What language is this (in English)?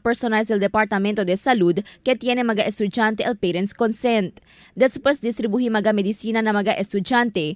Chavacano